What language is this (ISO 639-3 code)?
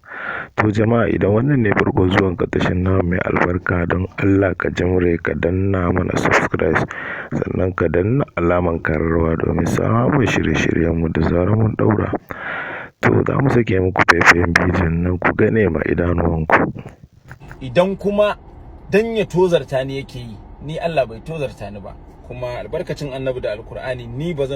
hau